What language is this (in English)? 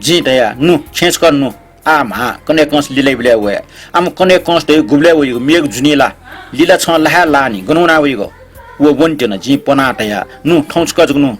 Newari